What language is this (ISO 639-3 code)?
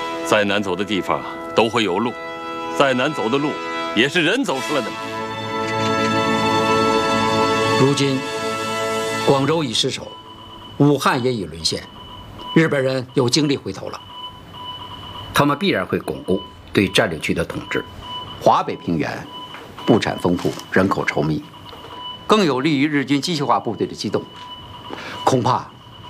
zho